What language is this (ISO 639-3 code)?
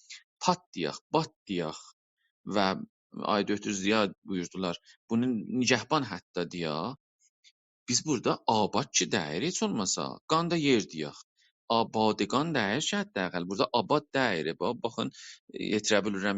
azb